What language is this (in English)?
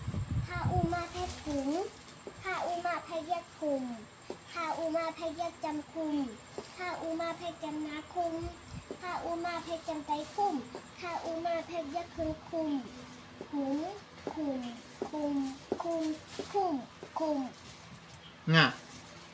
Shan